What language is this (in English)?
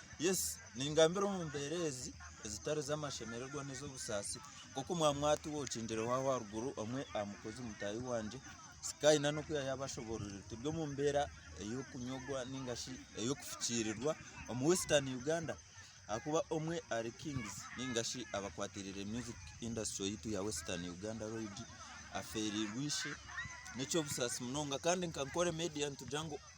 Nyankole